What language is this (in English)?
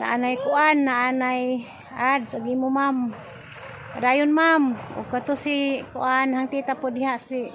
Cebuano